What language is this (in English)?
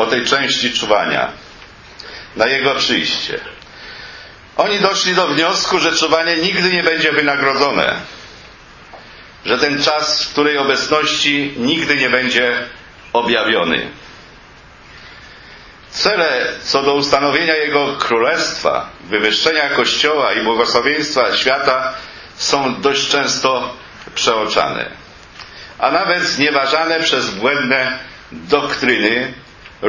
Polish